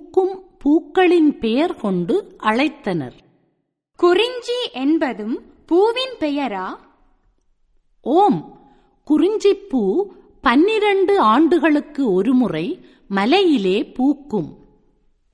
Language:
Tamil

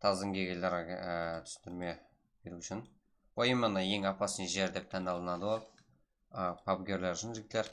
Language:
Kara-Kalpak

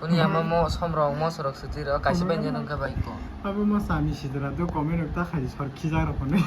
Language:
Kok Borok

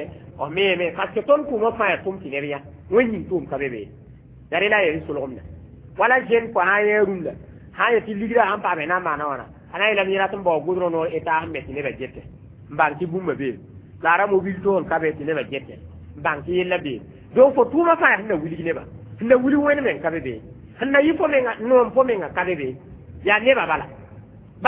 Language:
Mossi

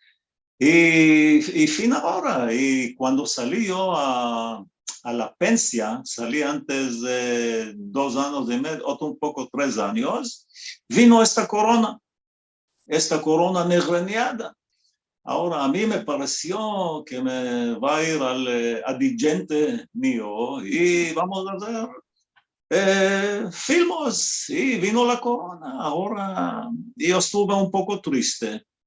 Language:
Ladino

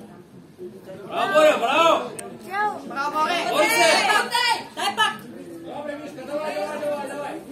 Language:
Bulgarian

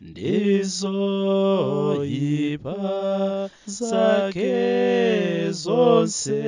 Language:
Nyanja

